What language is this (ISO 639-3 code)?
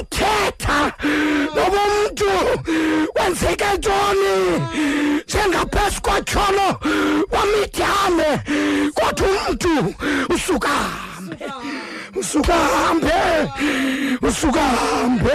xho